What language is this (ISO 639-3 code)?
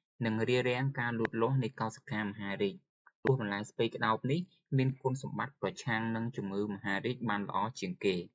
khm